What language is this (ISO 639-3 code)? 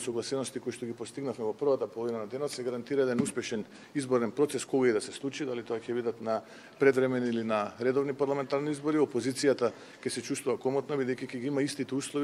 mkd